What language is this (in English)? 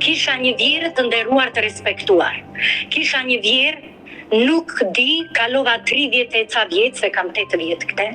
Albanian